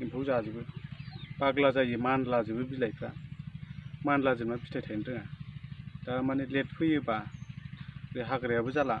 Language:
Bodo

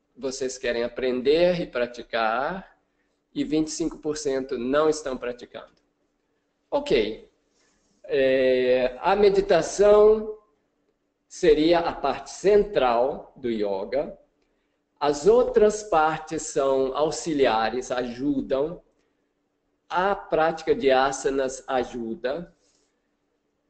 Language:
Portuguese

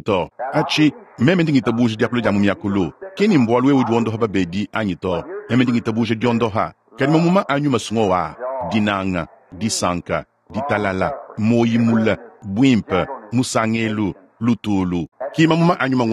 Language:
Luba-Lulua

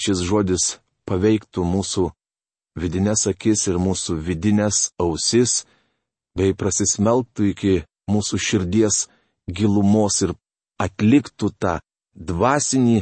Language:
Lithuanian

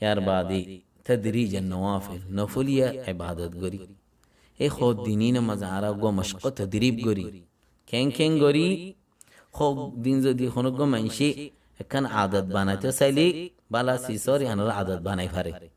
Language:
Rohingya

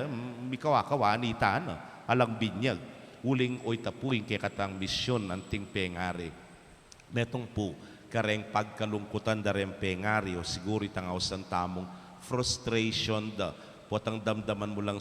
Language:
Pampanga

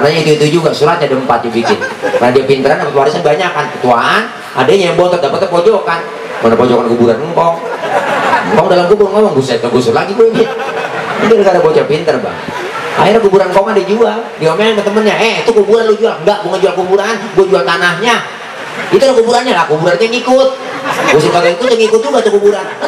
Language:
Betawi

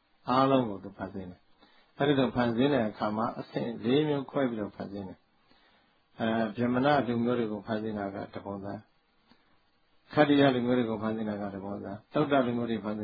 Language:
Burmese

